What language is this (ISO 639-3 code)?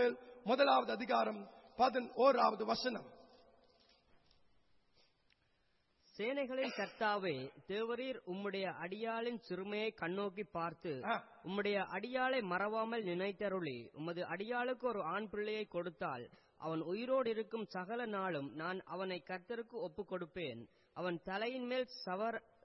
tam